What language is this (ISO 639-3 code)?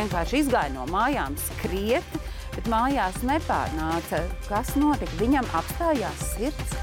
lav